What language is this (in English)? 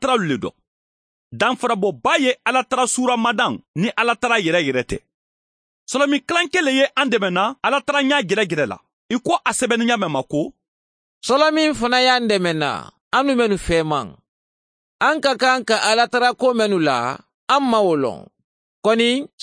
Mandingo